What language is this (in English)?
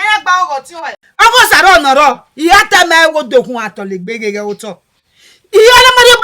Bini